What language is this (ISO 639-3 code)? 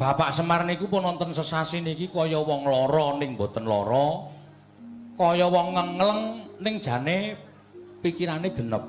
jav